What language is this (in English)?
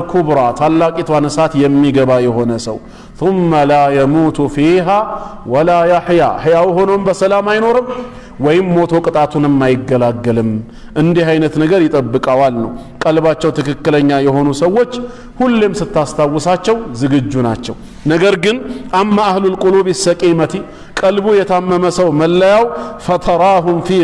Amharic